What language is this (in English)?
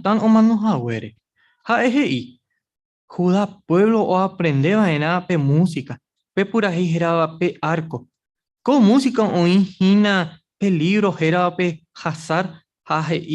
Guarani